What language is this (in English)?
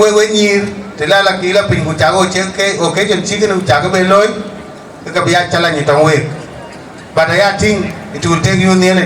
Dinka